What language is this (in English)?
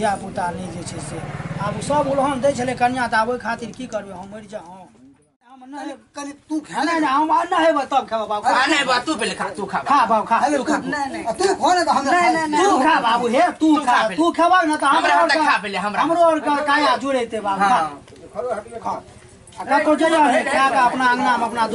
Maithili